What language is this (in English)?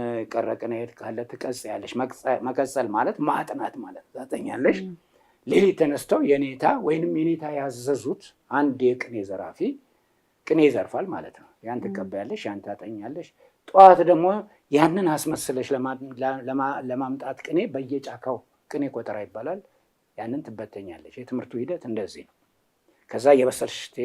Amharic